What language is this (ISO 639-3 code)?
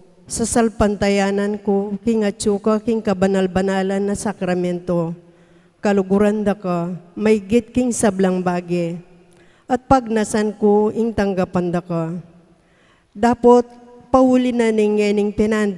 pam